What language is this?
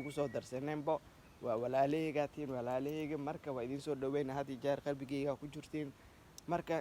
Somali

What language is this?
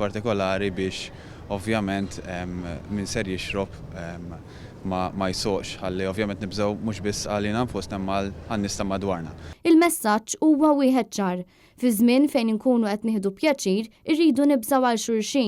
Maltese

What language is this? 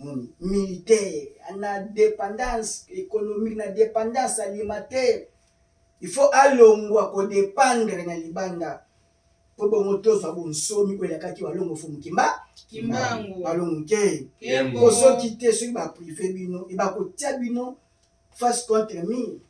Lingala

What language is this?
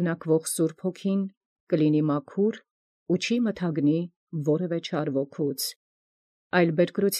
Armenian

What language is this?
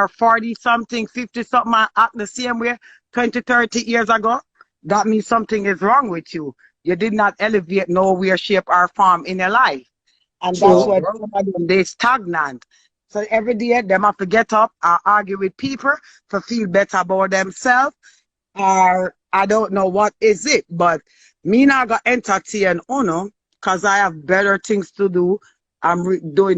Jamaican Creole English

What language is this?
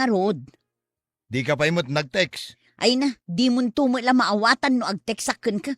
Iloko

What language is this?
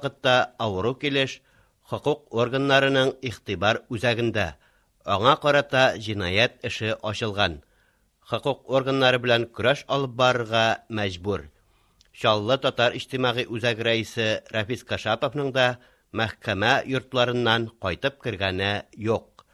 Tatar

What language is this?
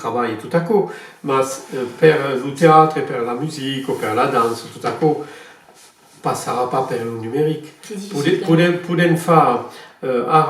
Occitan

